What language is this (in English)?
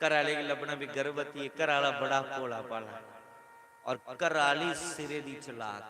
Dogri